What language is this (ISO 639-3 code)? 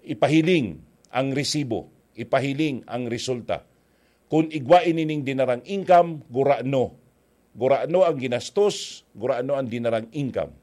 bik